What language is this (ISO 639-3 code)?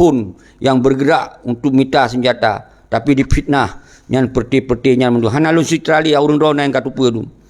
ace